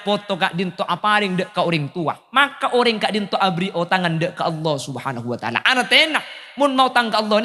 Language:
Madurese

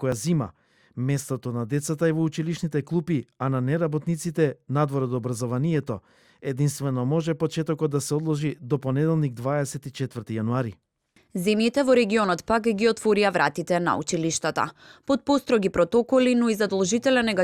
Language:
Macedonian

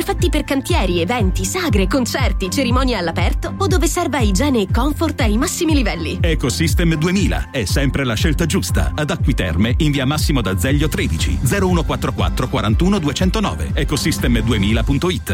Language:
Italian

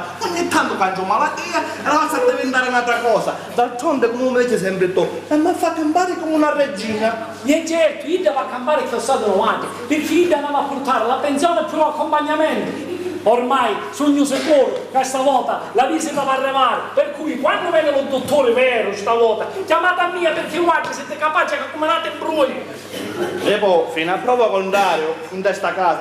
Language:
Sicilian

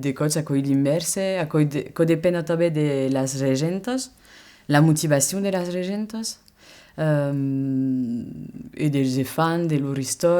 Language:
Occitan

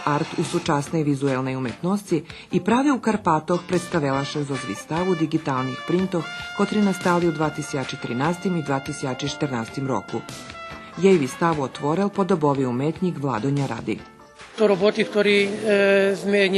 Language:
Rusyn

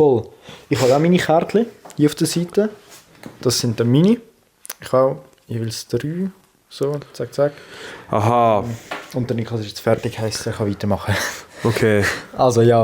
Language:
Swiss German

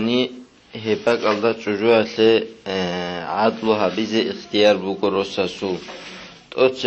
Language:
Avaric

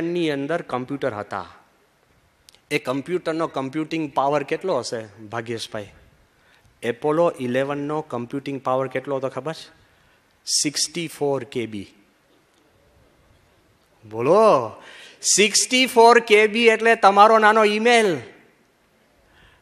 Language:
Gujarati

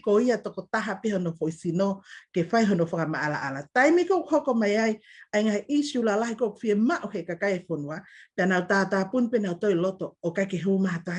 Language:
Tongan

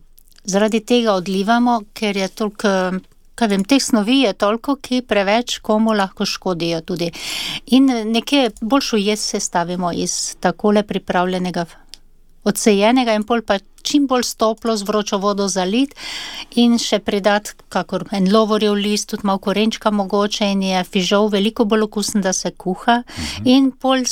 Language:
Slovenian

